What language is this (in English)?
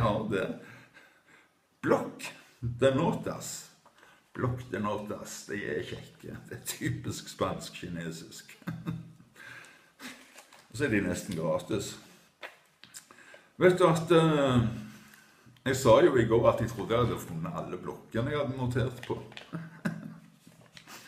Norwegian